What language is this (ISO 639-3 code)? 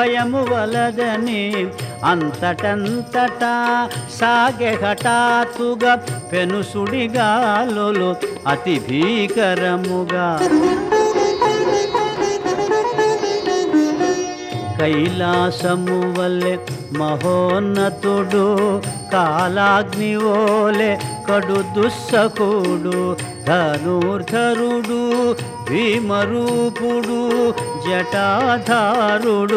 tel